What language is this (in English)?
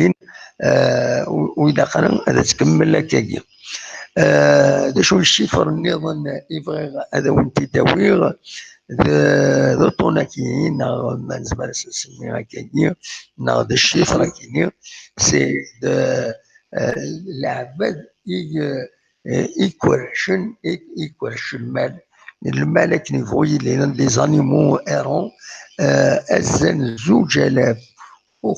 Kabyle